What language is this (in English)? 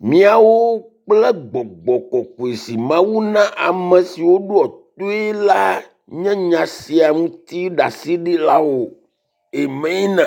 Ewe